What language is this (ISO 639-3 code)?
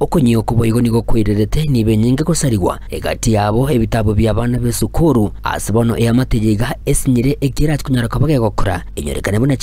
guz